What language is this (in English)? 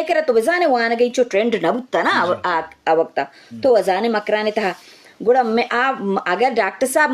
Eastern Balochi